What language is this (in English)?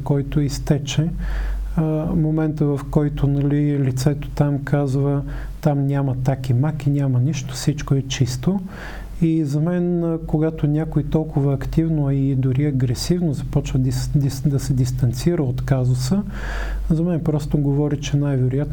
Bulgarian